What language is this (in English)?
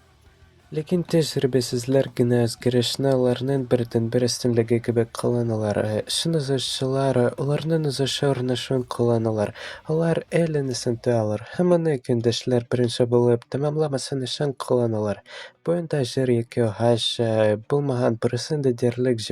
Tatar